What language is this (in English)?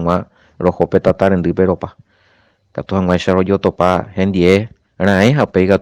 Guarani